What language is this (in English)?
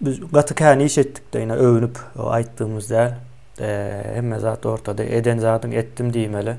Turkmen